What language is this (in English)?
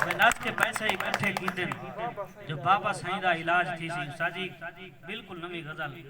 Saraiki